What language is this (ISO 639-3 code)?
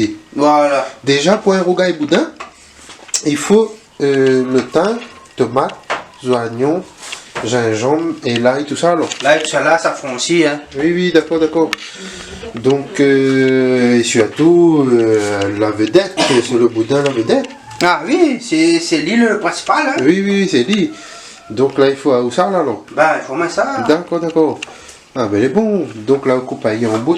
rcf